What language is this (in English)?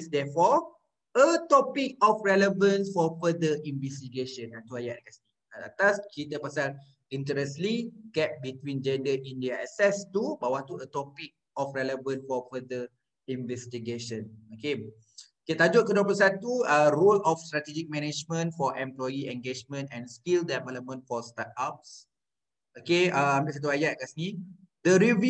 Malay